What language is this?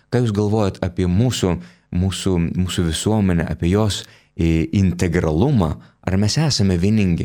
Lithuanian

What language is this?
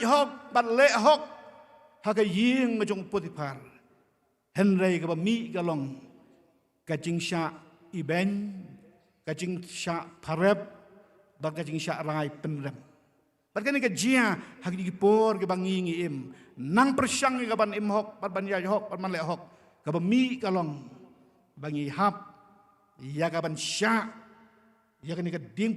Khasi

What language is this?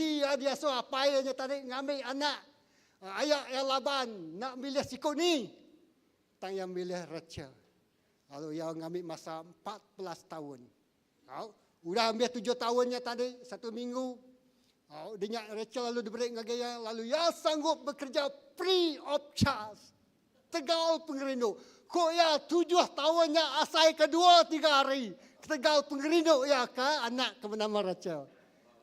Iban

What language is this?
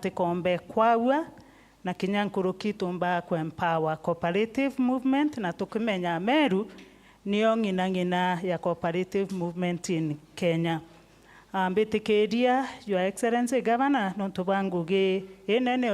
Meru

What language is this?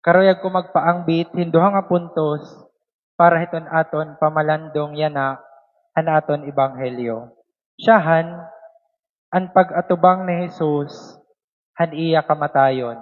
Waray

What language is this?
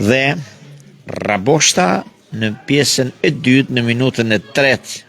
Albanian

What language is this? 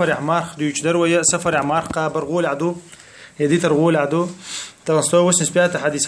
Chechen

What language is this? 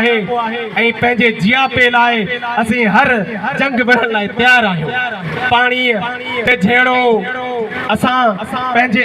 Sindhi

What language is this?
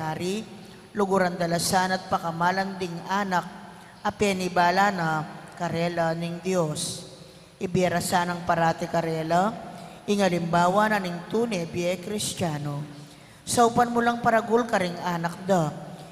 Pampanga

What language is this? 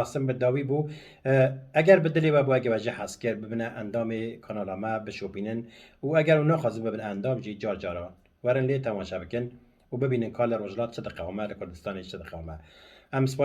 Kurdish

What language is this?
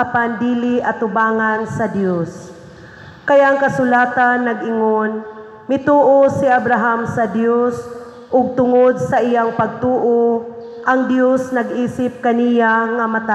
Cebuano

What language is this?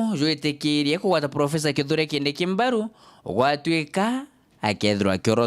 Meru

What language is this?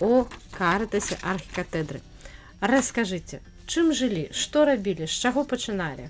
Belarusian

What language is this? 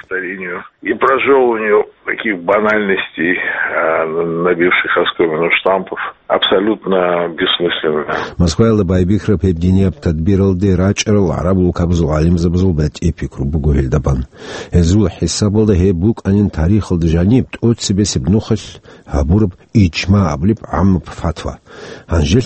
Avaric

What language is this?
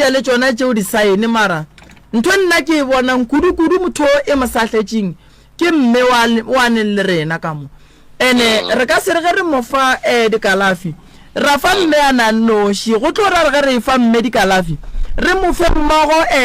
Northern Sotho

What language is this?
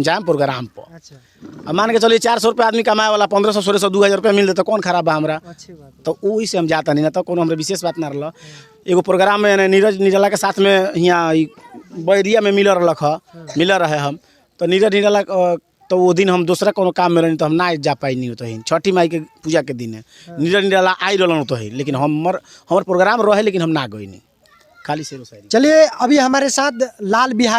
Bhojpuri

